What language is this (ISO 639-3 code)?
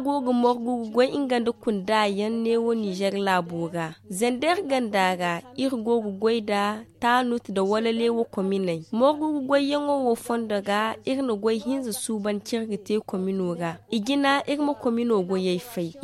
dje